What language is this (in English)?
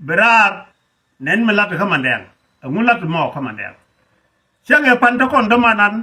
Nuer